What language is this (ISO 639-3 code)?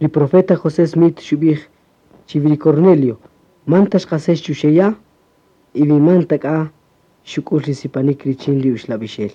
cak